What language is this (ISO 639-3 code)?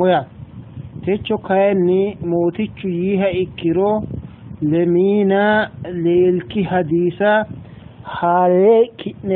sid